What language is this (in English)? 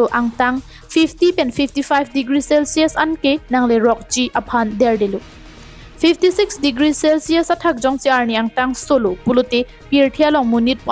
Karbi